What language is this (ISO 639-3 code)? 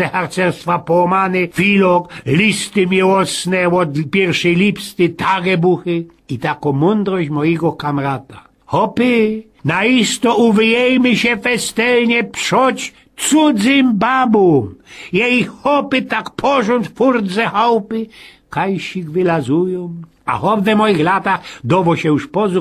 szl